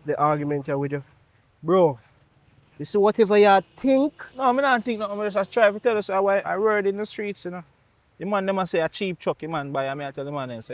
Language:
Jamaican Creole English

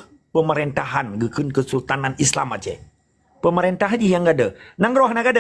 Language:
Achinese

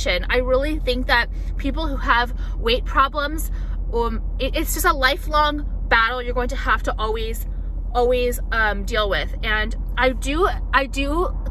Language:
English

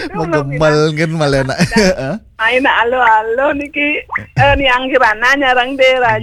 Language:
Balinese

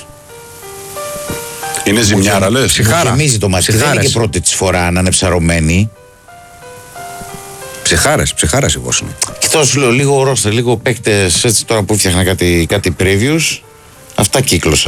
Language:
Greek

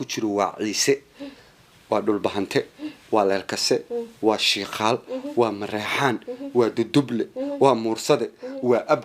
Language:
Somali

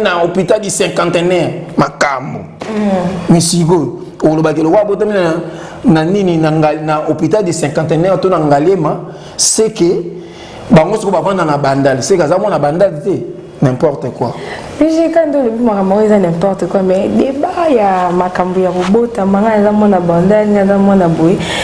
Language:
Lingala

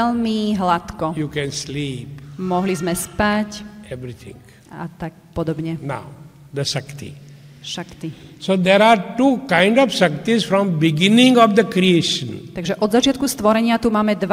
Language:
Slovak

